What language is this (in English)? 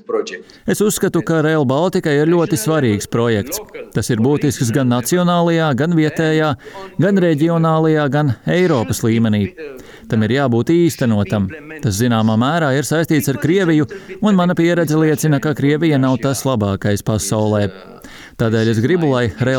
Latvian